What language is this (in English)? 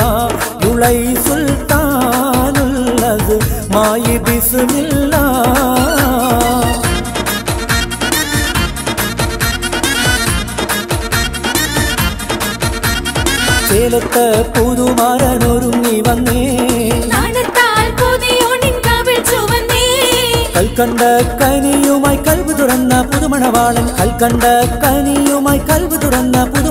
Malayalam